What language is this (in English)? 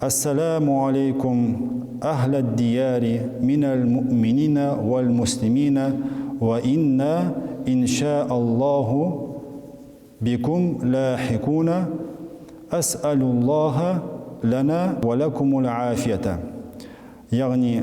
Tatar